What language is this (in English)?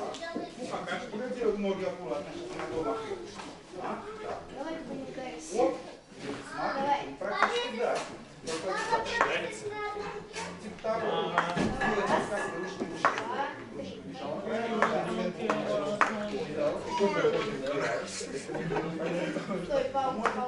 Russian